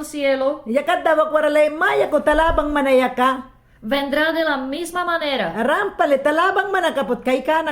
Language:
Mayangna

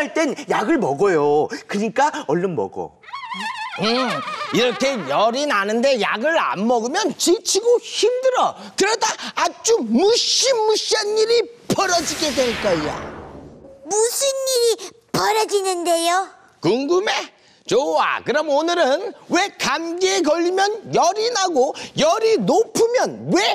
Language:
Korean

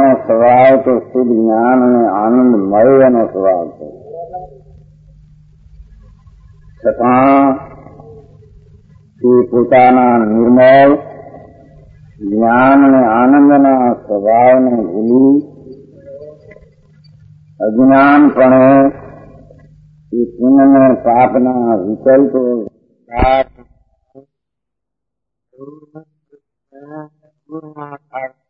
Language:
Gujarati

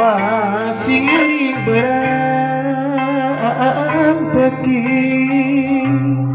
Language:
Sundanese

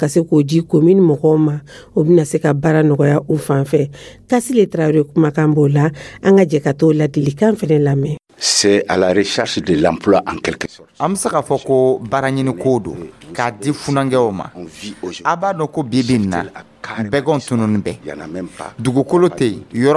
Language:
Dyula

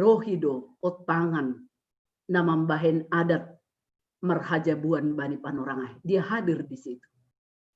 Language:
Batak Simalungun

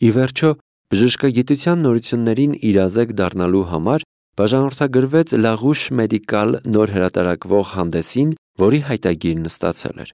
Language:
Armenian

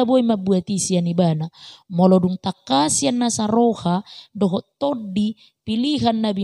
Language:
Batak Toba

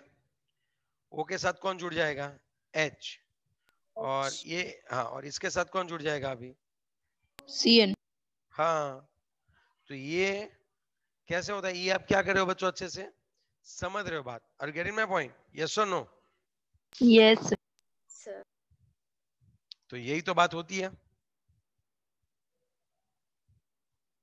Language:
Hindi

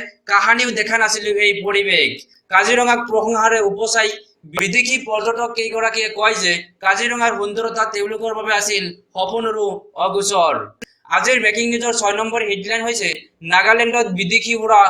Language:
Assamese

